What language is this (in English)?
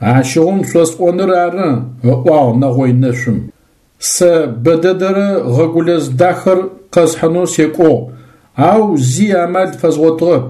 Adyghe